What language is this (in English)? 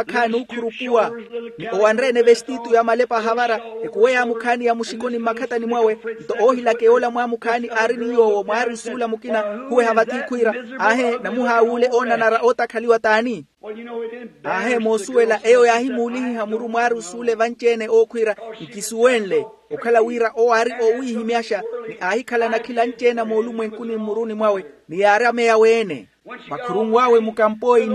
Makhuwa